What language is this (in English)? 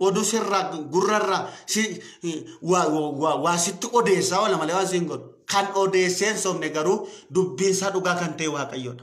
Oromo